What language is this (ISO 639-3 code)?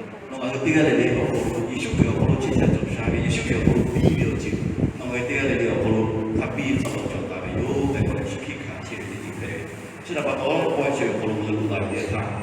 lhu